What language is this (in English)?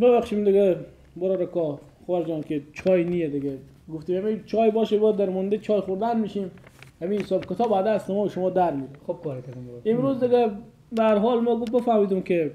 Persian